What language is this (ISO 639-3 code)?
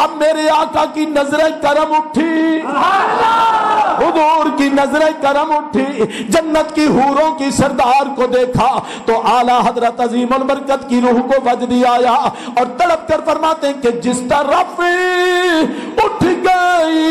urd